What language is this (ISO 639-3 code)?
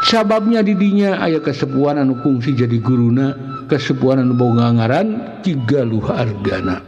sun